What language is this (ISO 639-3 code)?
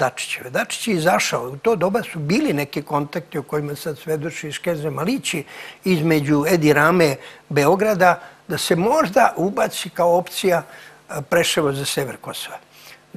srp